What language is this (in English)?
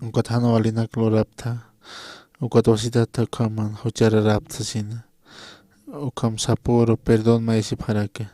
Aymara